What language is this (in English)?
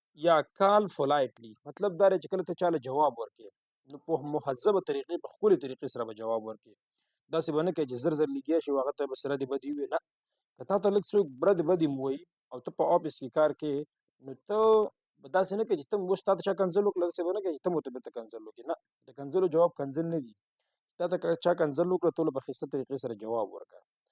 Pashto